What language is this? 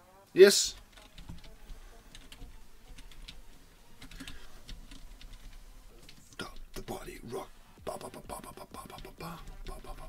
Danish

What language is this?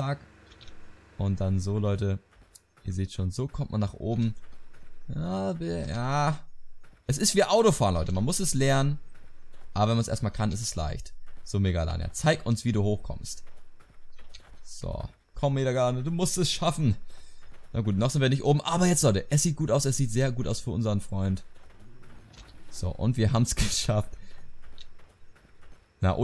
German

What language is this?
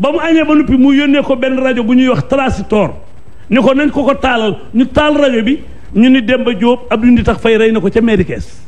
Wolof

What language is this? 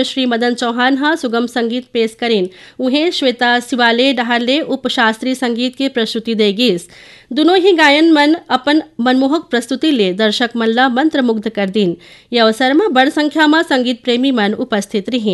Chhattisgarhi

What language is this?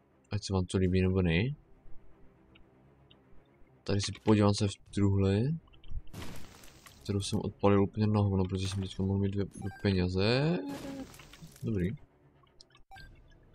Czech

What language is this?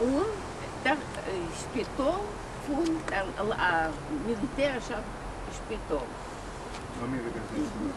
Yiddish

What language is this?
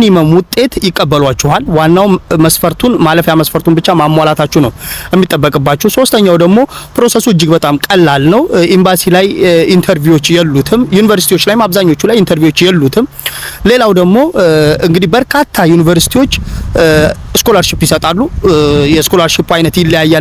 Amharic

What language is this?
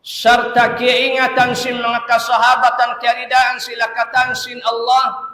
Tausug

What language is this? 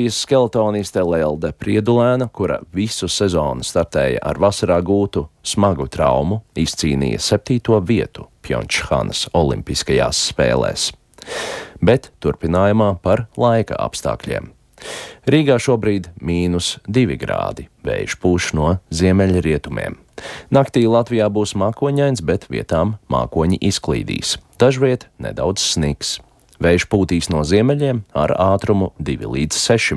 Latvian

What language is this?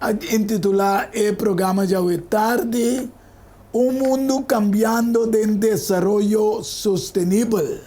Papiamento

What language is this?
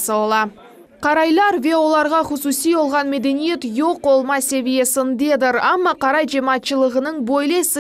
Crimean Tatar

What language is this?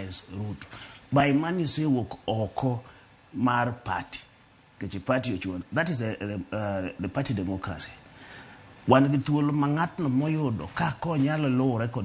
Luo (Kenya and Tanzania)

